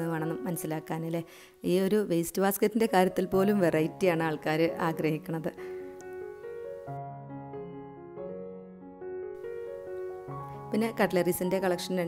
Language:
Malayalam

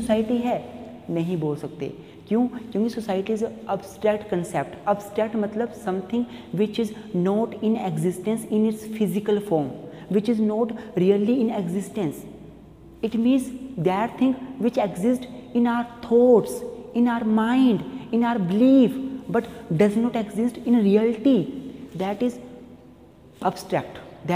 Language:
Hindi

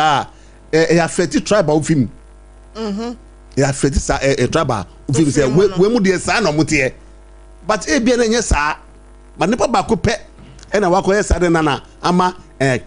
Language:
Akan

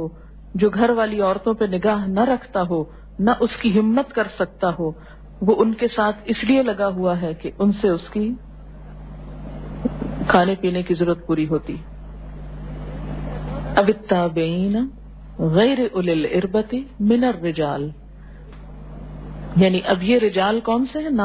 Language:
Urdu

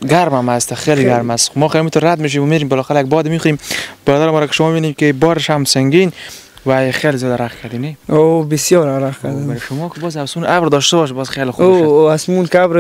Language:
Persian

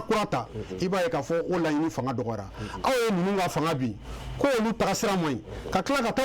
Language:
Bambara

